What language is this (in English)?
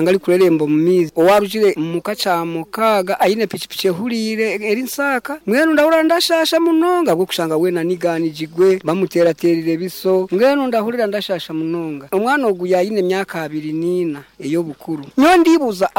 Nyankole